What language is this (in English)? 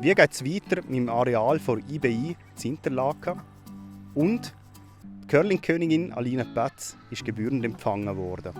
Swiss German